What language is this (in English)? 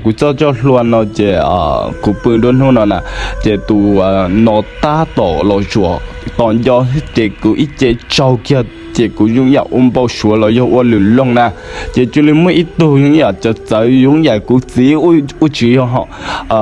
Hmong